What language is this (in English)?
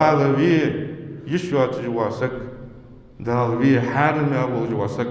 Ingush